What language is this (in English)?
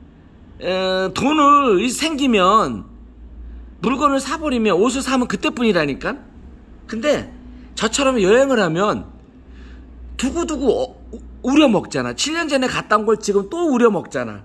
Korean